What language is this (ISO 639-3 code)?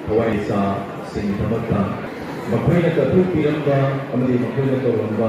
mni